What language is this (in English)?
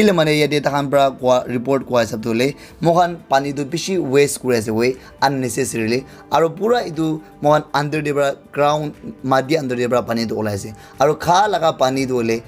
Naga Pidgin